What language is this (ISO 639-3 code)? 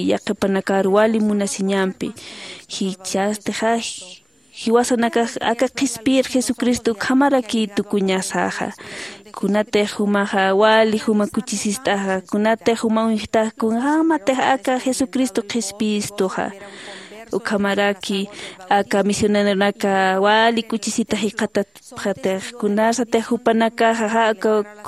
aym